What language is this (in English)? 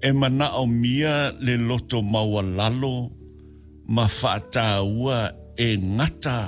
Samoan